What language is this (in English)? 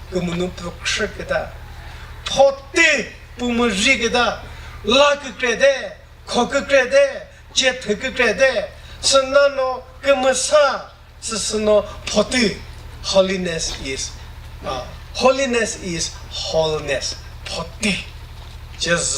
Chokri Naga